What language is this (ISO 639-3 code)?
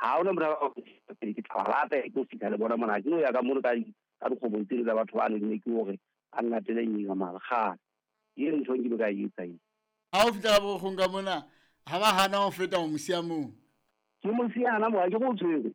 sot